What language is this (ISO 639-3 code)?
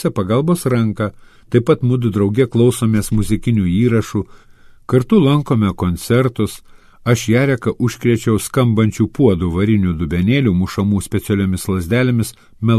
lit